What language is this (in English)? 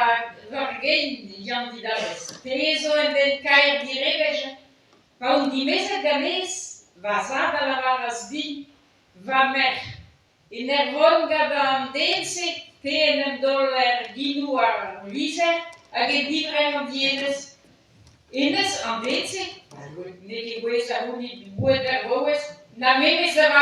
Breton